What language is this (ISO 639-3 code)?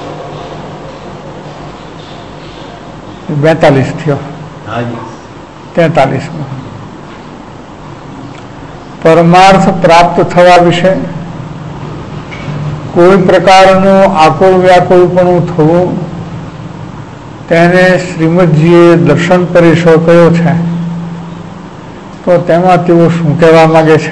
guj